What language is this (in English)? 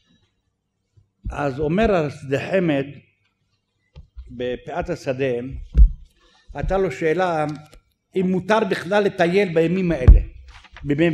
Hebrew